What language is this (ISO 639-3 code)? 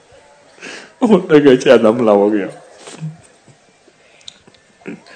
urd